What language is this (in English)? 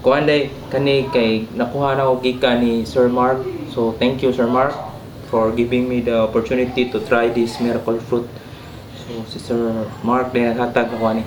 Cebuano